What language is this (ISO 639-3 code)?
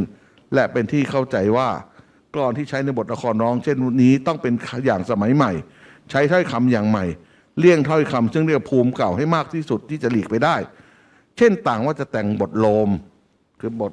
tha